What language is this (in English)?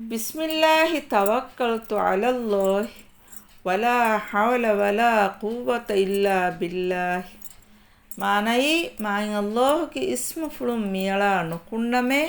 Divehi